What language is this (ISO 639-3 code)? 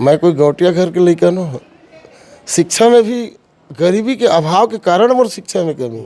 hne